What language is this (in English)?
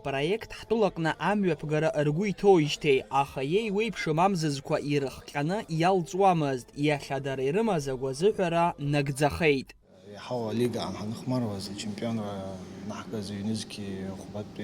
Abkhazian